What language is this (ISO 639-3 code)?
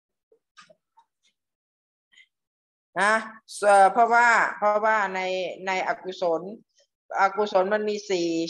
tha